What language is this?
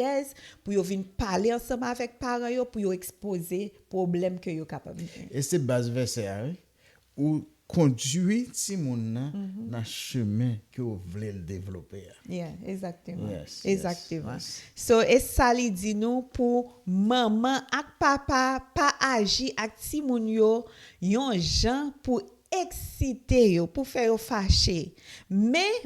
Haitian Creole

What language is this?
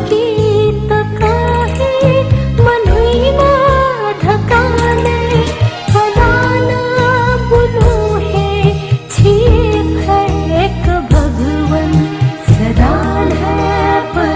Newari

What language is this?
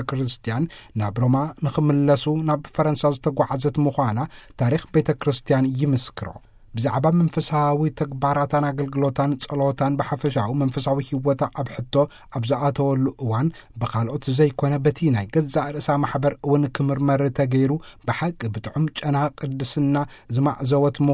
Tigrinya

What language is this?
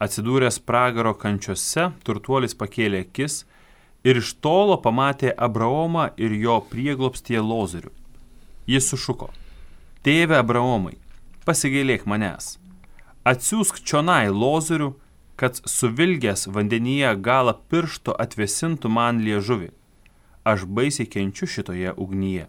Lithuanian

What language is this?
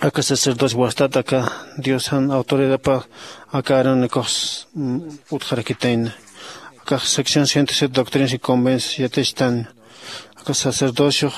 Aymara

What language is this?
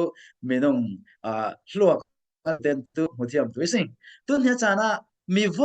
Falam Chin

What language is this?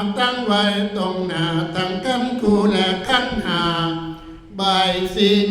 Northeastern Thai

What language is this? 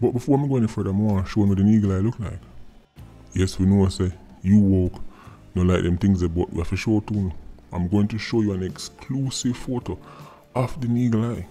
Jamaican Creole English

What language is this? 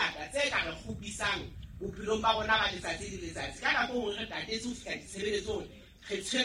Southern Sotho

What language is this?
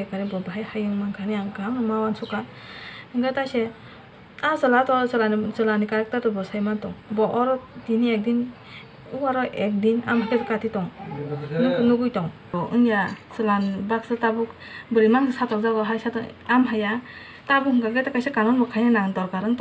Kok Borok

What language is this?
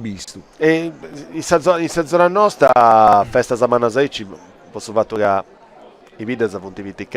Sardinian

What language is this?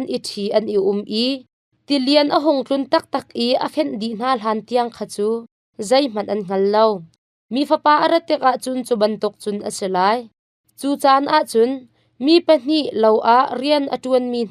Hakha Chin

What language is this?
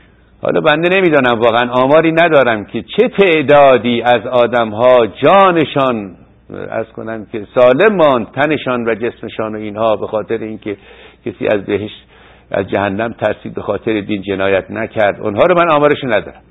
Persian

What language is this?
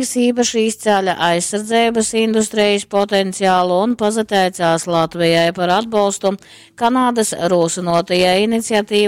Latgalian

